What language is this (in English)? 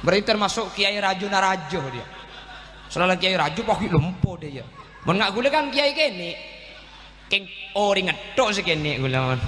Madurese